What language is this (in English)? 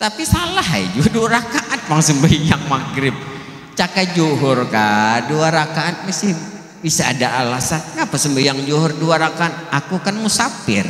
Banjar